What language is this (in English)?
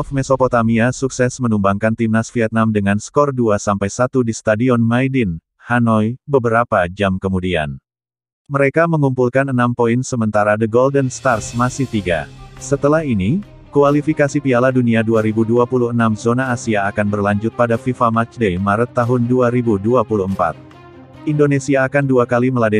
Indonesian